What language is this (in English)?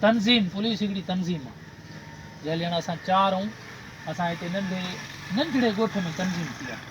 Sindhi